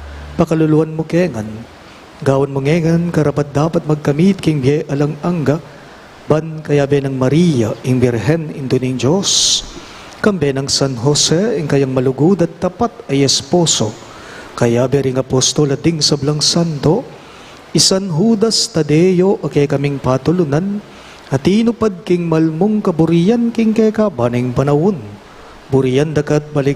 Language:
Pampanga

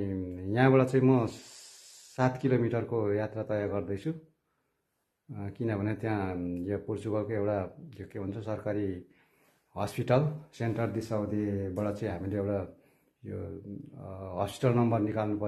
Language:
Nepali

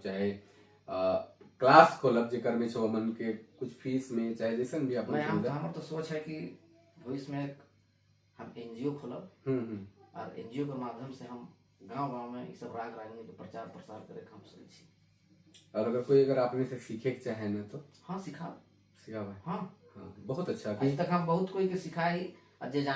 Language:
Sadri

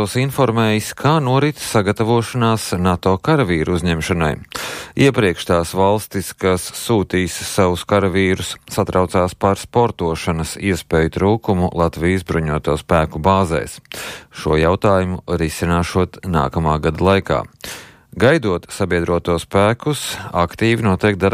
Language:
Latvian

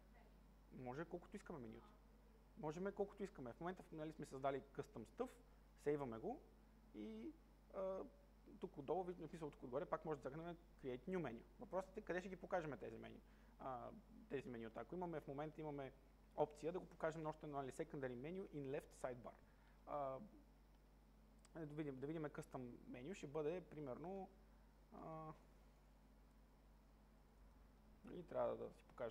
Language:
Bulgarian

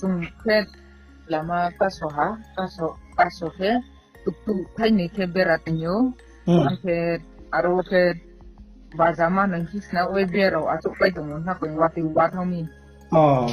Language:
Riang (India)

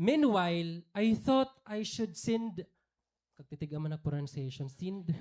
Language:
Waray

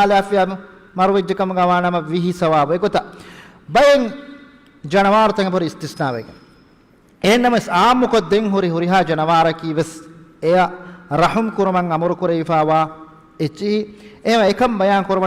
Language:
Divehi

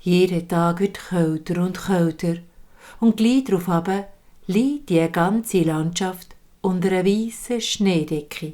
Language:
Swiss German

